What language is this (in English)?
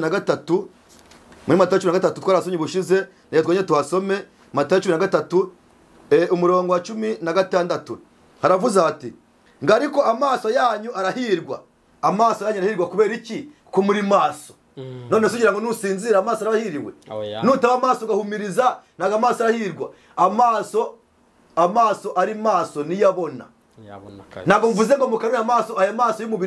Kinyarwanda